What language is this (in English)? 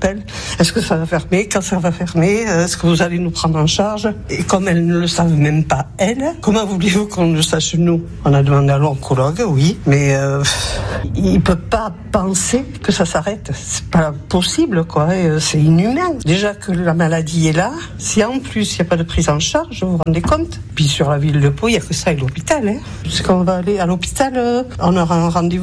French